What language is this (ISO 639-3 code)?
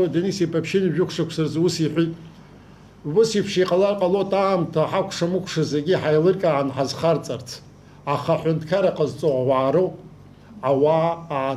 abk